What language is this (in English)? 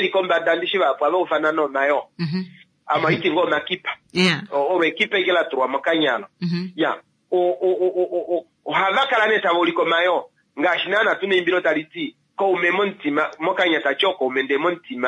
Kuanyama